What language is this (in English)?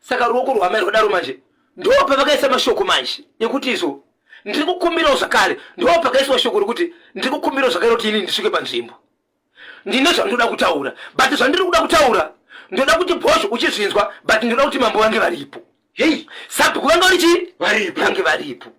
Shona